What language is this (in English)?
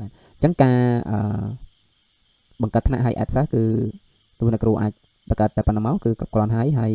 Khmer